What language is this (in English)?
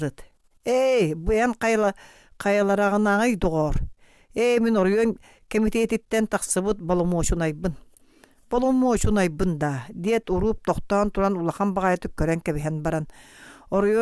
Yakut